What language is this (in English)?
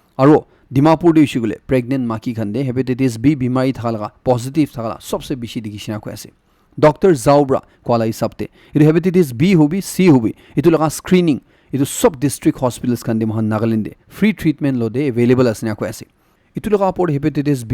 Naga Pidgin